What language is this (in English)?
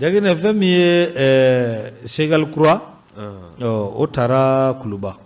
Bambara